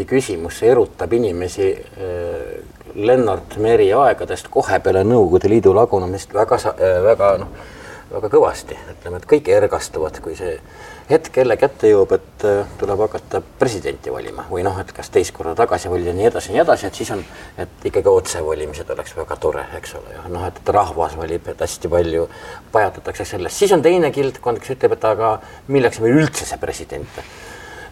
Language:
Estonian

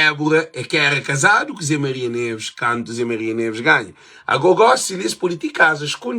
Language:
Kabuverdianu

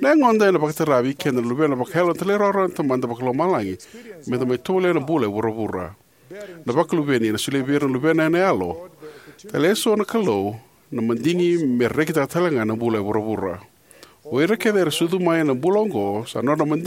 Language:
Fijian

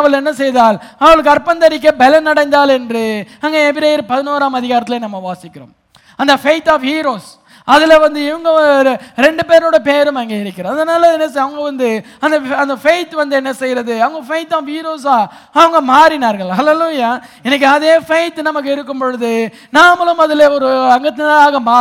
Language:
Tamil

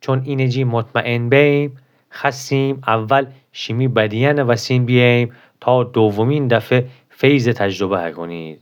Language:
Gilaki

